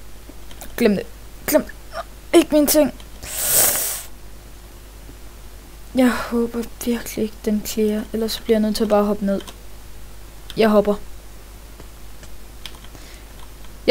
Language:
Danish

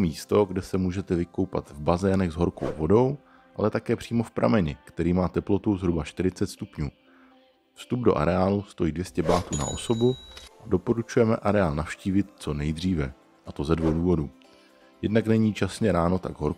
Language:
Czech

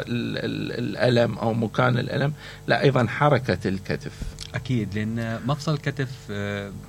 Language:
Mesopotamian Arabic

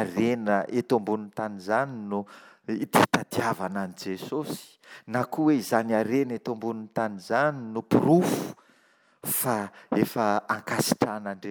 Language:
Malagasy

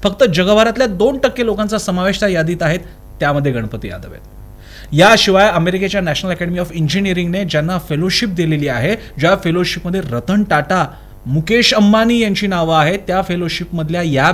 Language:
Marathi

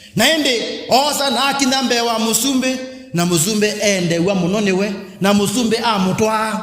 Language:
Kamba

